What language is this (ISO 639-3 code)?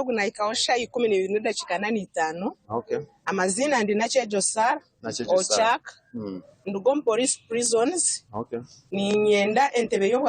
nyn